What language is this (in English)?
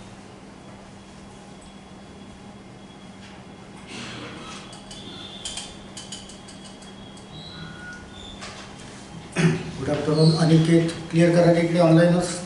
Marathi